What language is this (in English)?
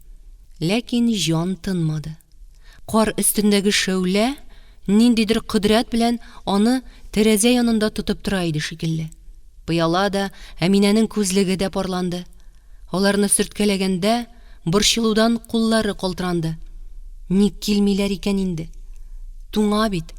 Tatar